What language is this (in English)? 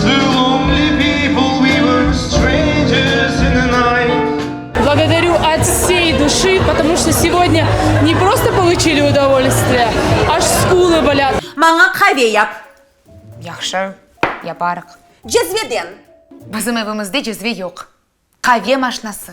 Crimean Tatar